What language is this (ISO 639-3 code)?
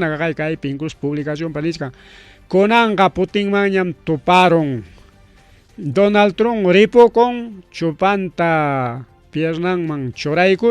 quy